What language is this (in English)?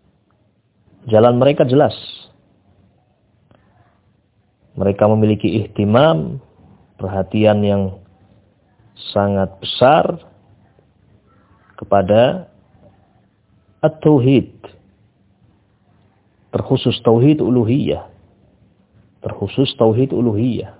Indonesian